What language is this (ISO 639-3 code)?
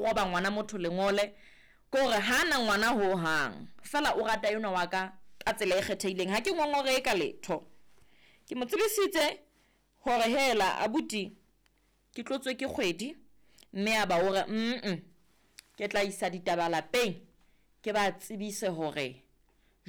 sot